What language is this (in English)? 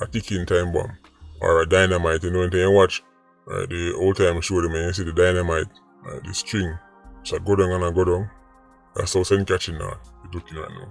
Jamaican Creole English